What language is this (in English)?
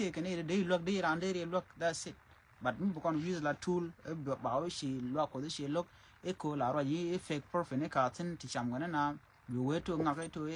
Nuer